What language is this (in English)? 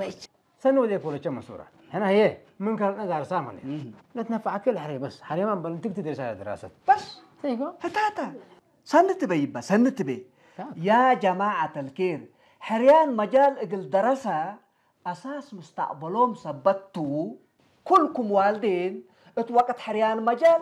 Tigrinya